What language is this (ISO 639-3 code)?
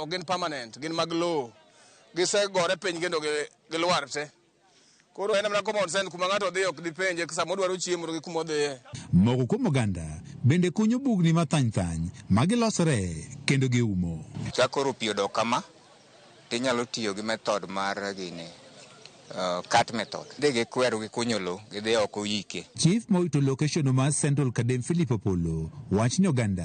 luo